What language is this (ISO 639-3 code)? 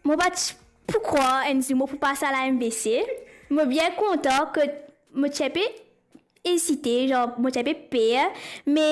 mfe